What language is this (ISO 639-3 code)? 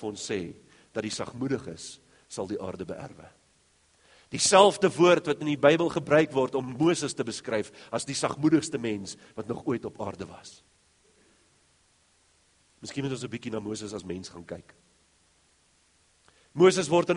afr